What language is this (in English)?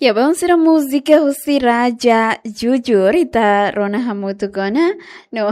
Tetum